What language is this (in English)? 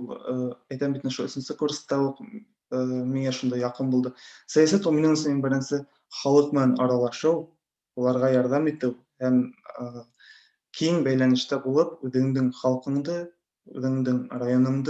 Bashkir